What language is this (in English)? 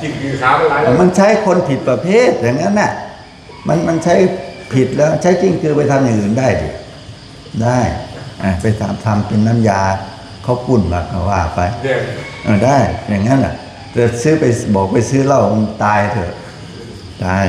Pali